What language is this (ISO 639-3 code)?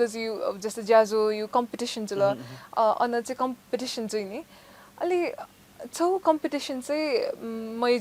new